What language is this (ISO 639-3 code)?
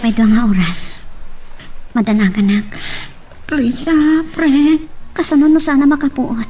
ilo